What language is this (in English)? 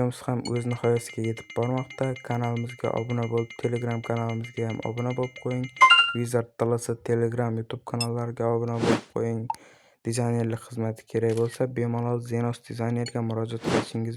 Uzbek